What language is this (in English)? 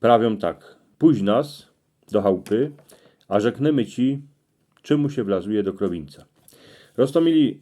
Silesian